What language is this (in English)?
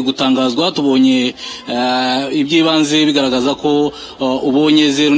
Kinyarwanda